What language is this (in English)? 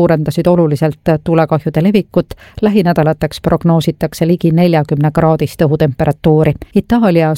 Estonian